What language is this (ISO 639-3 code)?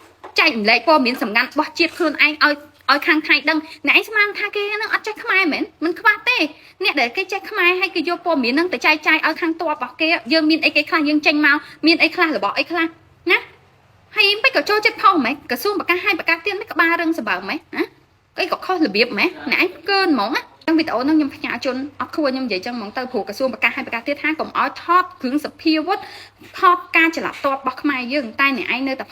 khm